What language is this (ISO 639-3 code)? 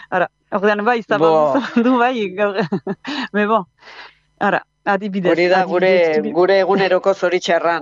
eus